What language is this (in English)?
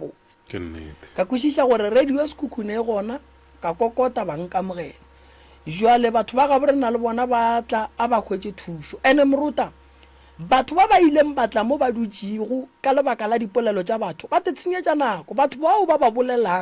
Northern Sotho